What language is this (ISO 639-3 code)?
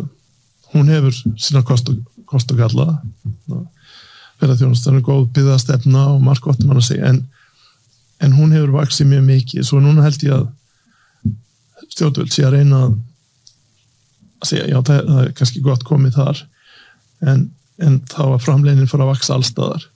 isl